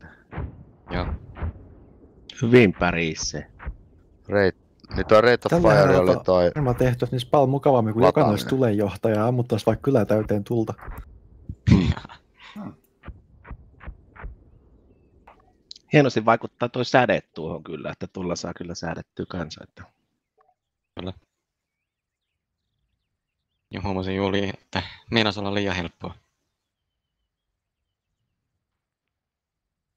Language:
Finnish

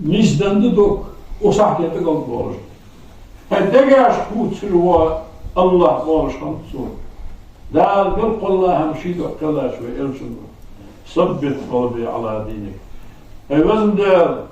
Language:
Ingush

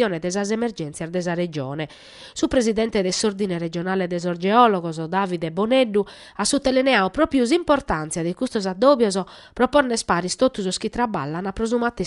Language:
Sardinian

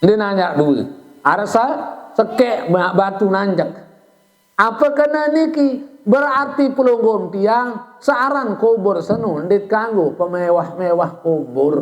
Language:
Sasak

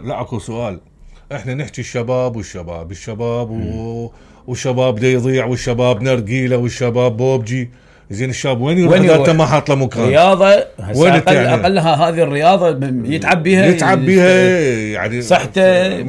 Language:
Mesopotamian Arabic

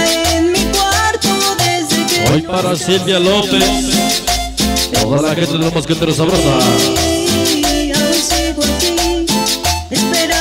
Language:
Spanish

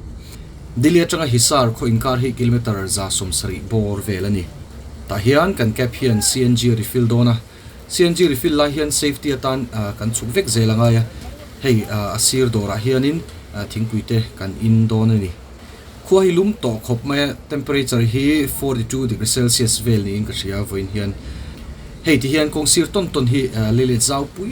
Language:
Mizo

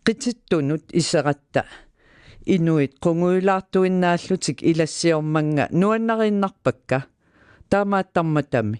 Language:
Kalaallisut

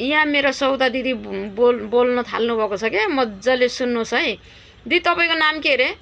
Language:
Nepali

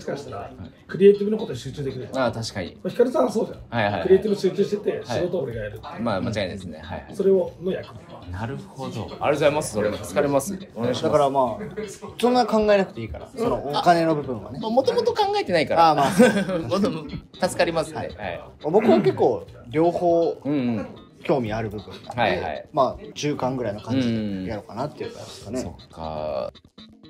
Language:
Japanese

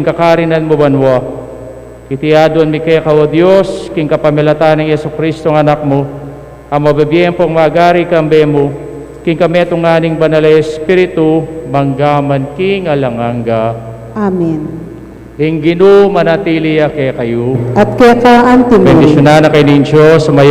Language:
Pampanga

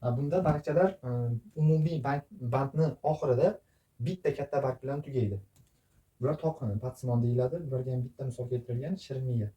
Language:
Uzbek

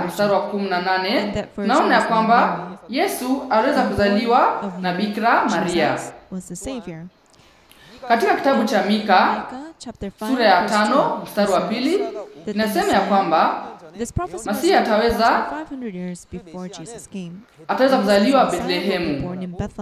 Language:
Swahili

